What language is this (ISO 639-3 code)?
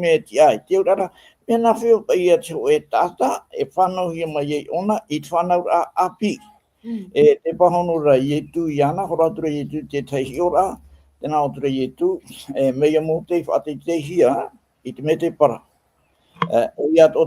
tah